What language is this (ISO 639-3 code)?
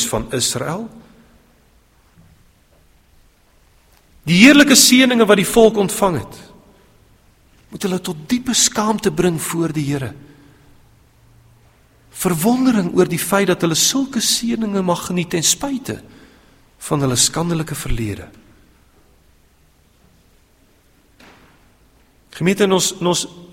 afr